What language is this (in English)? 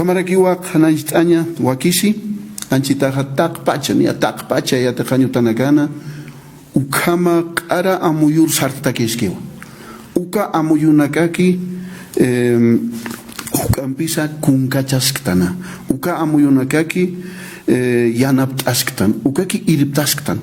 Aymara